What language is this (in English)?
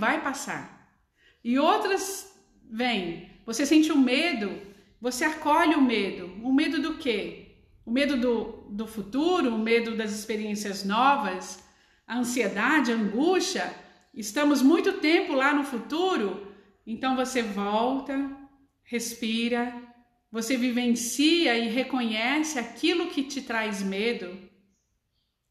Portuguese